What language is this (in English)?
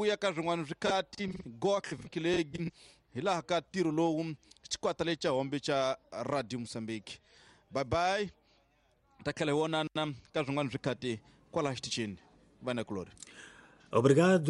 Tsonga